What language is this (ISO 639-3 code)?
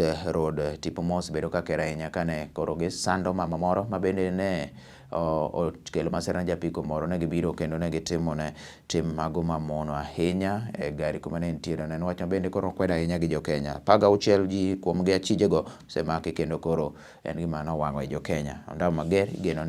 luo